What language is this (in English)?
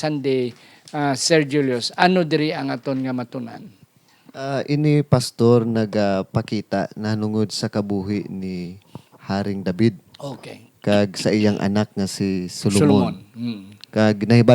Hiligaynon